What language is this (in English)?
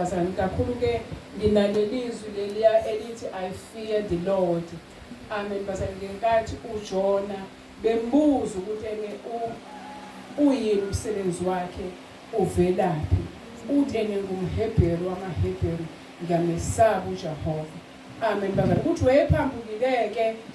Zulu